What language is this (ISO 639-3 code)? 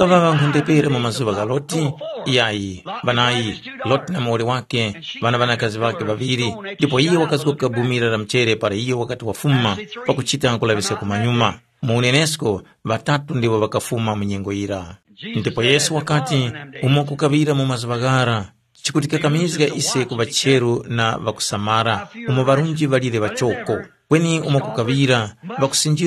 tum